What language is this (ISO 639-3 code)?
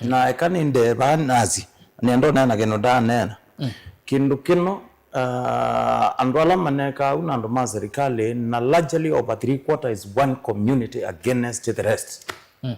kam